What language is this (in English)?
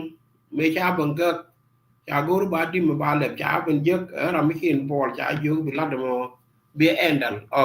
Nuer